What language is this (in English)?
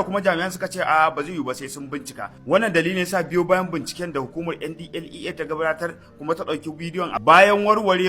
Hausa